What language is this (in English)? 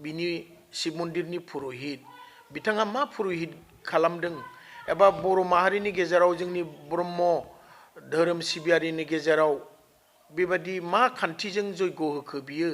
Bodo